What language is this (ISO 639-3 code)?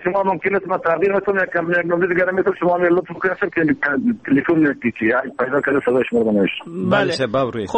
fas